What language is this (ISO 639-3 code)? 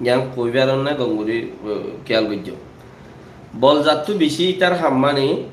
rhg